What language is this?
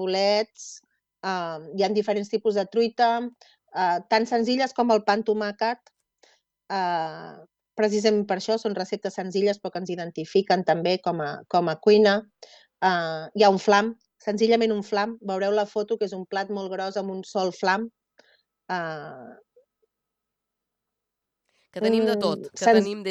Catalan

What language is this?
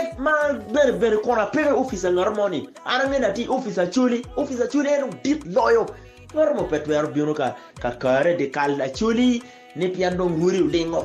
Acoli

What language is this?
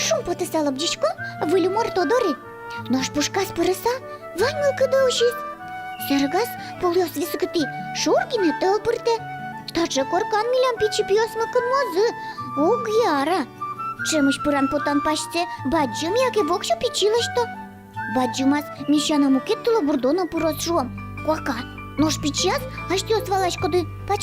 Udmurt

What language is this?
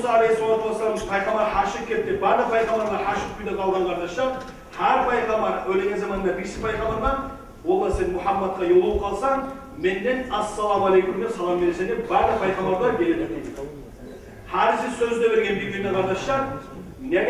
Kumyk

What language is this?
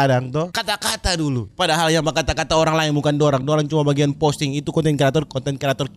Manado Malay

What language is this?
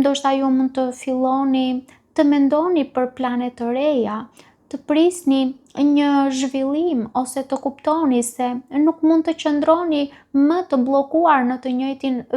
Albanian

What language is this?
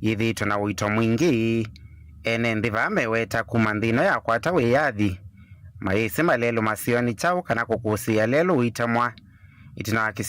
Kamba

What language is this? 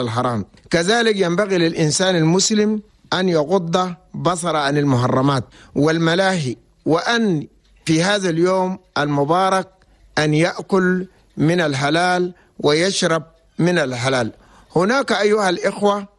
Chadian Arabic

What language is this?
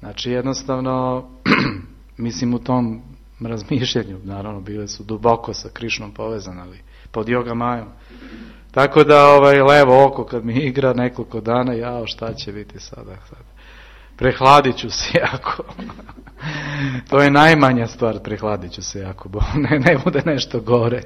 Serbian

